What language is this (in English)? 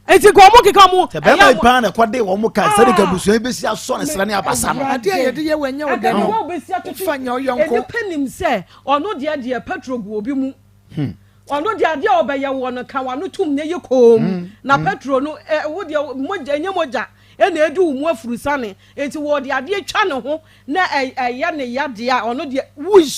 Akan